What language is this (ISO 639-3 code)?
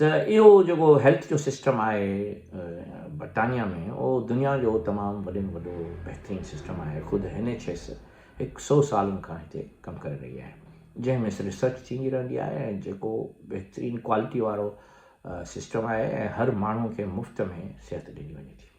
snd